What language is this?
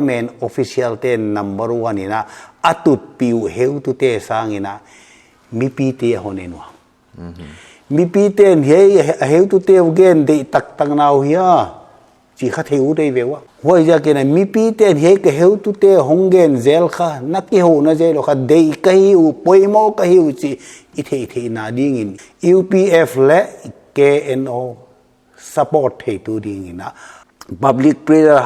Paite Chin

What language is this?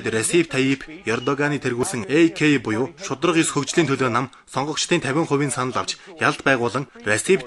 Mongolian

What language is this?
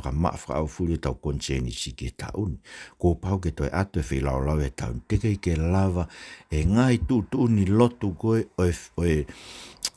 Tongan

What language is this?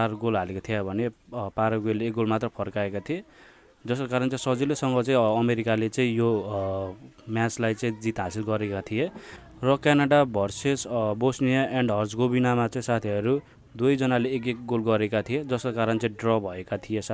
Nepali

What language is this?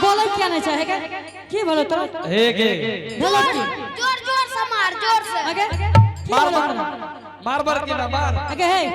Angika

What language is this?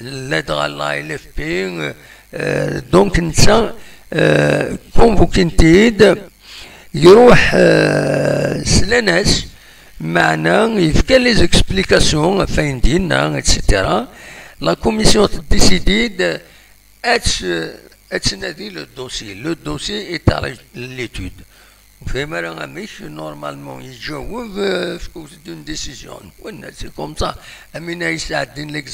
Kabyle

